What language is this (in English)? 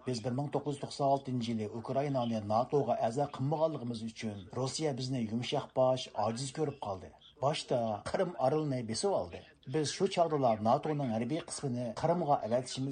Uyghur